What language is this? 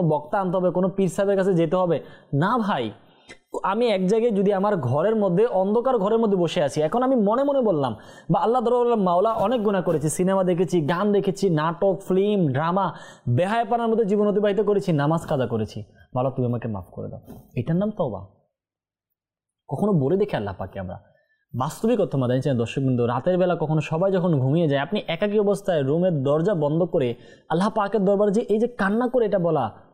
Bangla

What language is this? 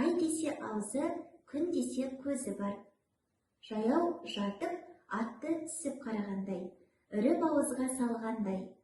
Kazakh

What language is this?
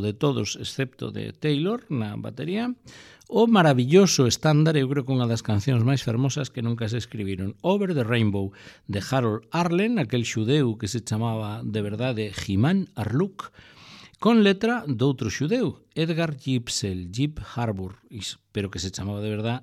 Galician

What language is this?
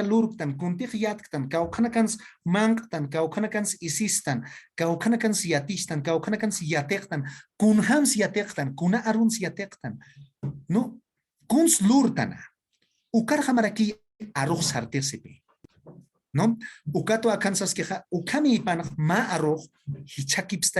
Aymara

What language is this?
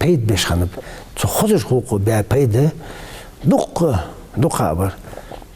Ingush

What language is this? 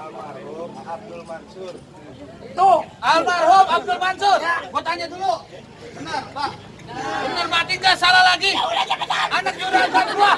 Betawi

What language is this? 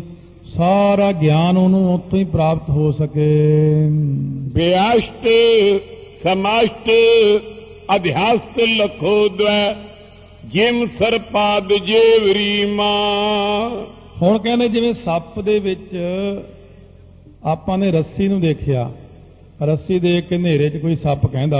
Punjabi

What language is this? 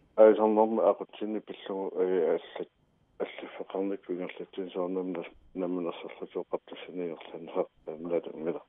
Kalaallisut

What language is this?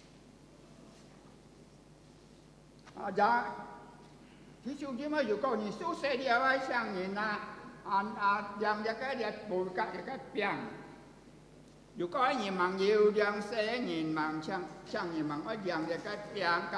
Indonesian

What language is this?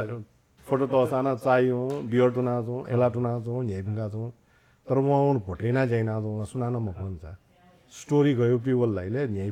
Newari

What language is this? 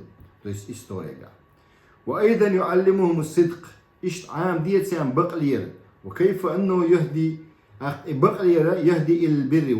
Chechen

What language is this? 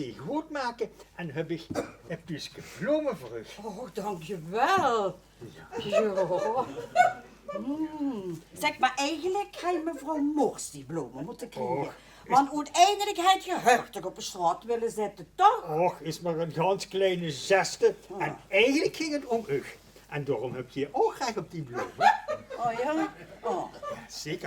Limburgish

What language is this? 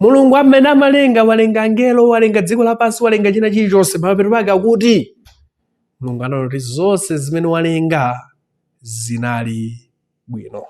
Nyanja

